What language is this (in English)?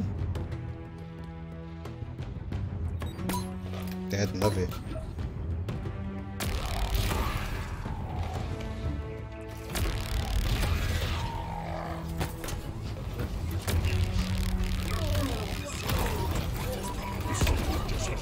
Portuguese